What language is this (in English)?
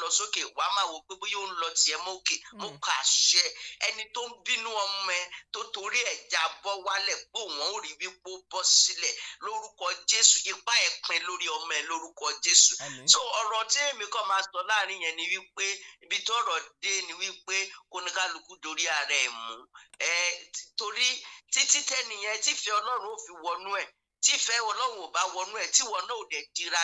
Yoruba